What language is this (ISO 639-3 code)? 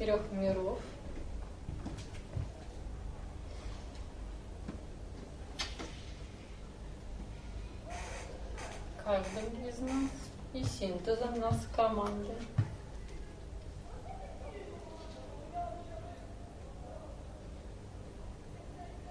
rus